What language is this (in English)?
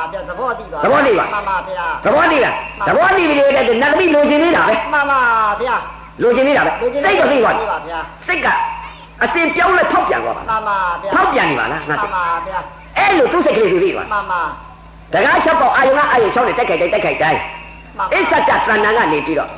Burmese